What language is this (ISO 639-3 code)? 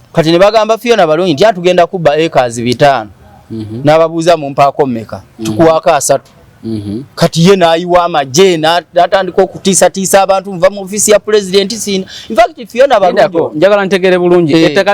lug